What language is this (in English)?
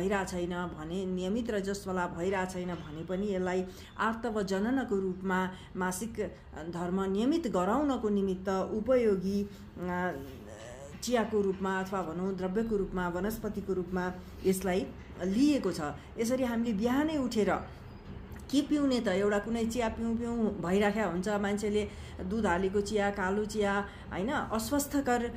Nepali